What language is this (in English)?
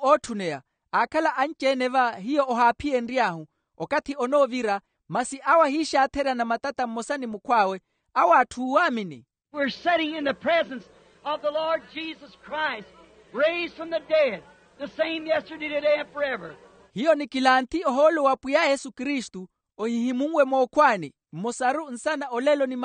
Makhuwa